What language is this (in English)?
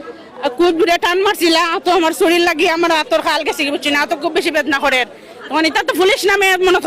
Sylheti